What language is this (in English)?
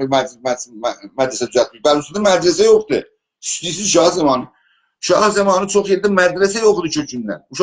South Azerbaijani